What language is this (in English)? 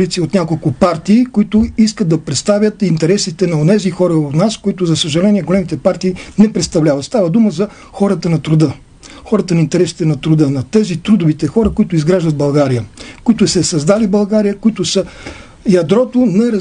Bulgarian